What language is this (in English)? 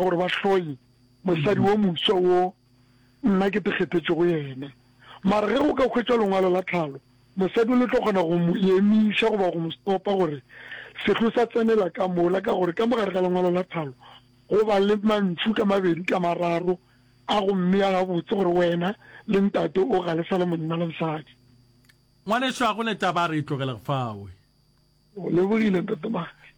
Northern Sotho